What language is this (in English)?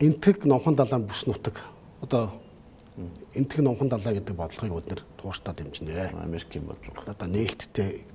Mongolian